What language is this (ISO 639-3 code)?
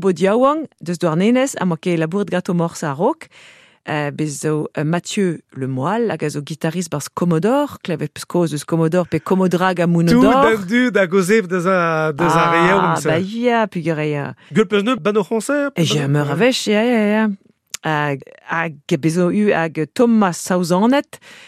bre